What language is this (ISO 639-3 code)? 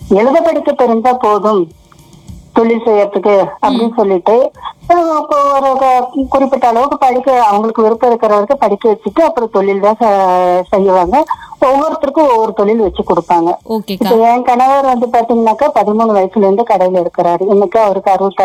tam